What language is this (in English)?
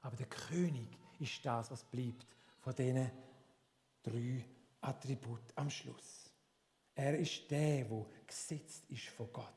Swiss German